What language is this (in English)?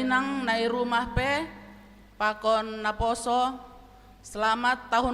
Batak Simalungun